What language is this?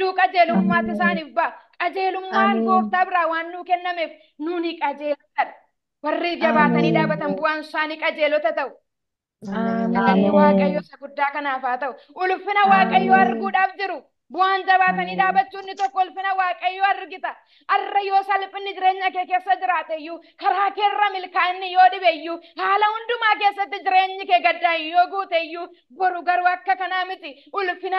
Oromo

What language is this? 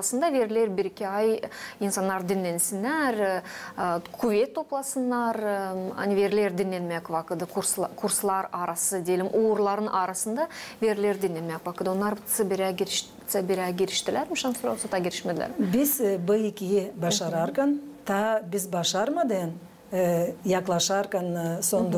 Gagauz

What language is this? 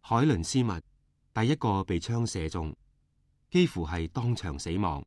Cantonese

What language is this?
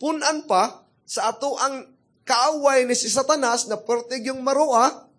Cebuano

